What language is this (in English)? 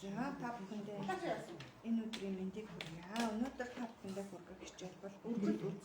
Mongolian